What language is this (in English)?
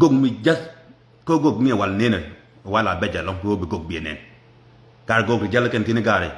Nuer